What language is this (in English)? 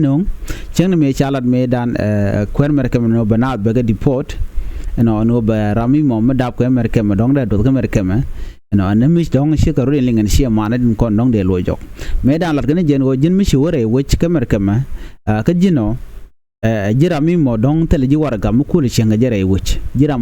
Nuer